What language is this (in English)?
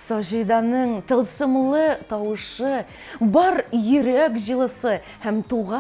Bashkir